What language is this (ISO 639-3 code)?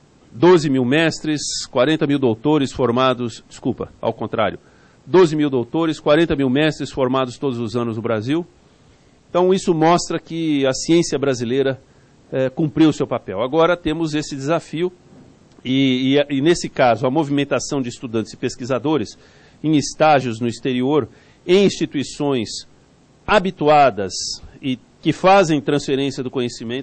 por